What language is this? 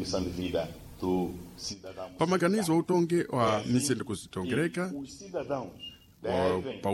Sena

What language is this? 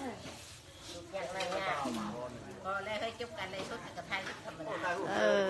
Lao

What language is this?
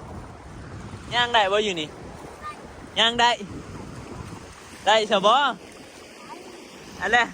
Northeastern Thai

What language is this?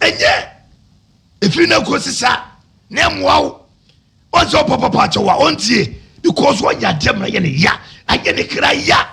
Akan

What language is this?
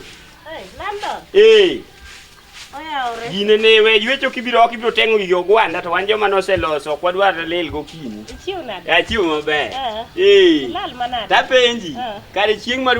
Luo (Kenya and Tanzania)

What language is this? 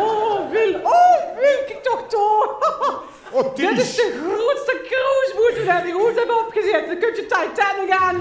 Limburgish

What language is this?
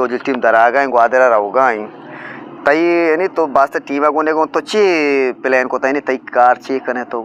Eastern Balochi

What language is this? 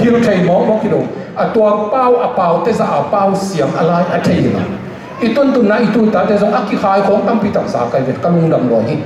Tedim Chin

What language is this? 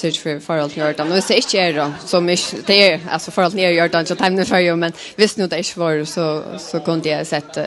Faroese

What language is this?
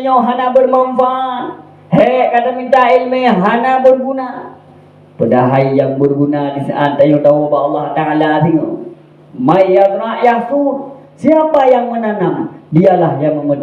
Achinese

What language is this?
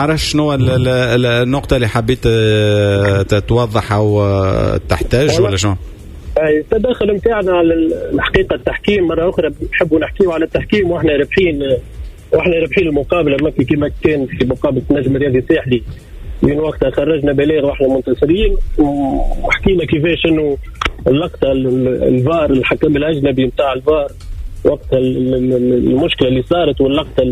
Tunisian Arabic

